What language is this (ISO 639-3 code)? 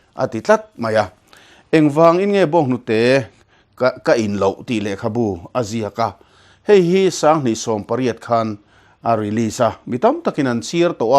lus